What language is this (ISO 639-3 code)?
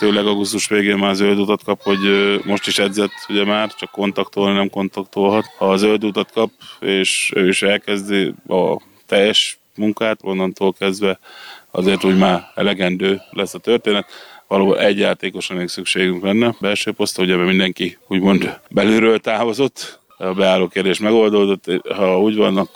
hun